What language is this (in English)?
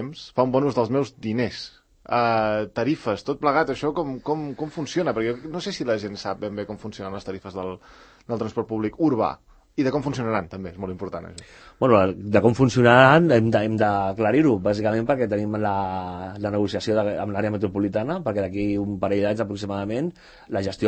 Catalan